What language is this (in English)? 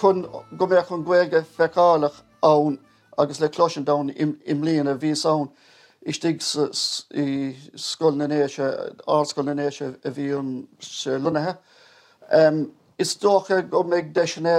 Irish